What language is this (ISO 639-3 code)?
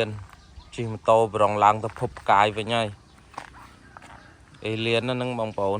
khm